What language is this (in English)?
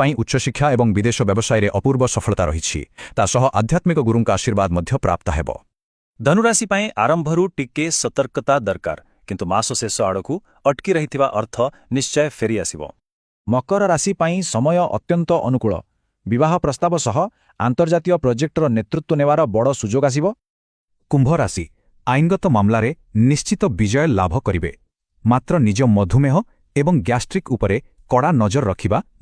Odia